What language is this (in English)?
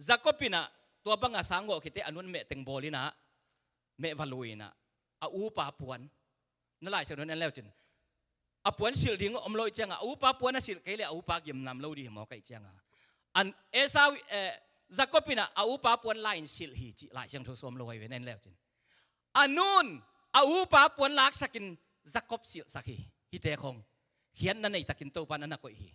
Tedim Chin